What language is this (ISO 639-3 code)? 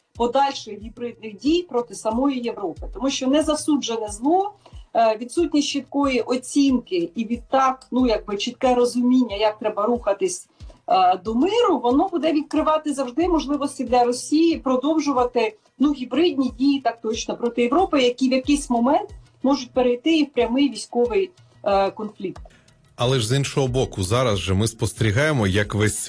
ukr